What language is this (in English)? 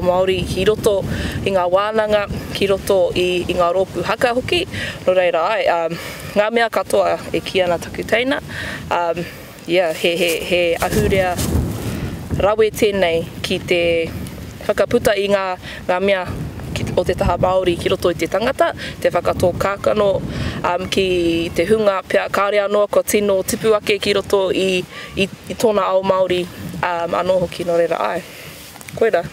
Māori